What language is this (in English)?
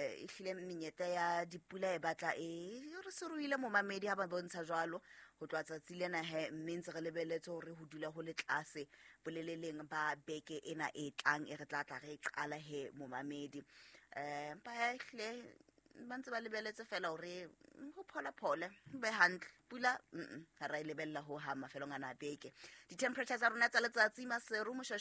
Southern Sotho